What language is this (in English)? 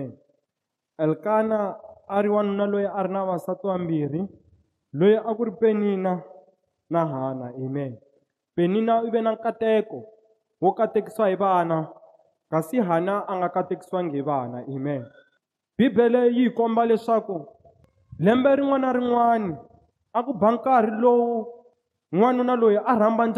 Tsonga